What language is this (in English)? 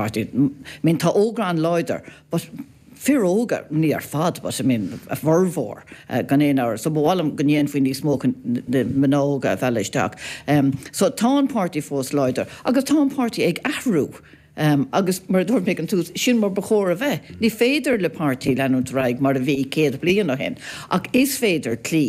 Irish